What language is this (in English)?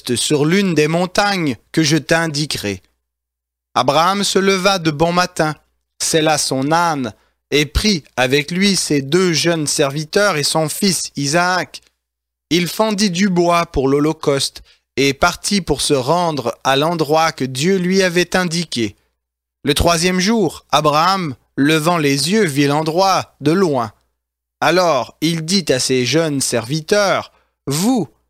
French